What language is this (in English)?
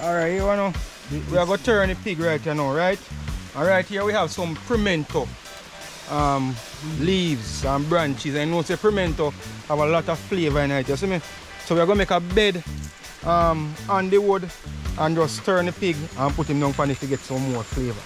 Jamaican Creole English